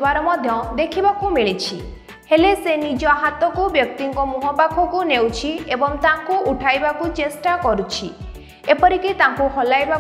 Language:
Odia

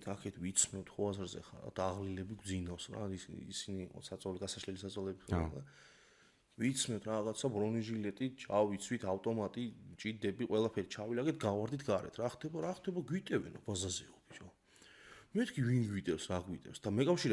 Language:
Georgian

